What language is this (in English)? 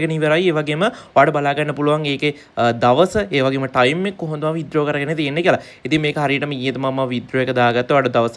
Sinhala